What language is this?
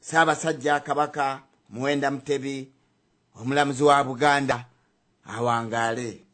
Ganda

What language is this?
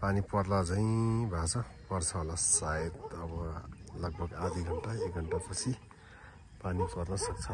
Nepali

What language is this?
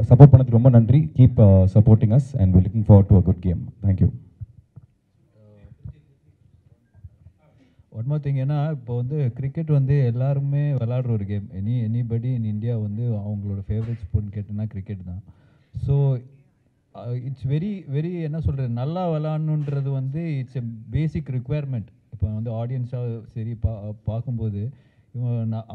Tamil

